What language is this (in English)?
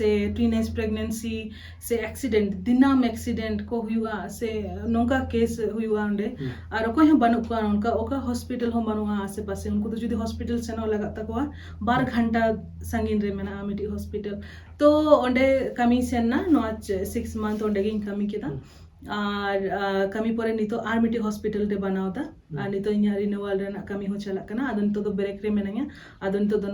Santali